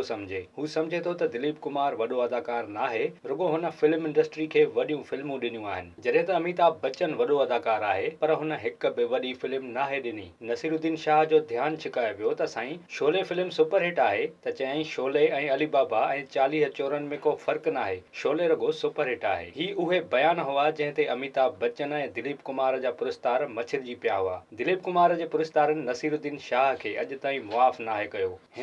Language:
Sindhi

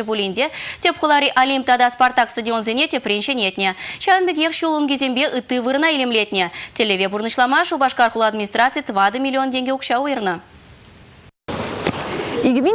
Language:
Chuvash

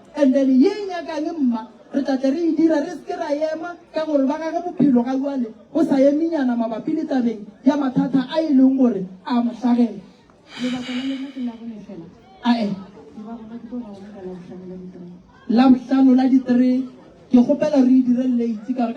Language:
Northern Sotho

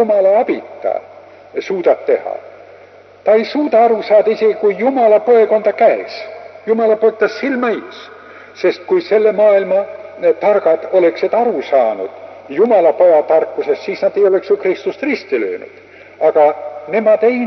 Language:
Estonian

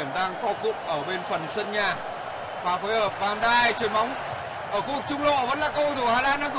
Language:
Vietnamese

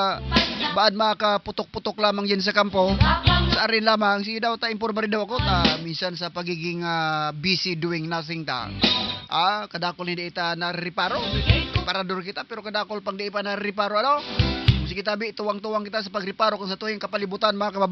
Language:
Southern Catanduanes Bikol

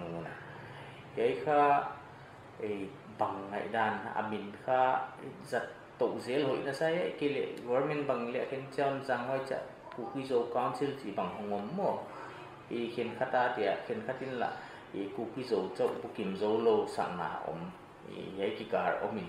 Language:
Paite Chin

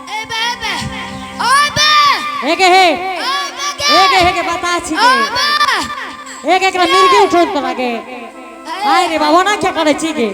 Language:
Angika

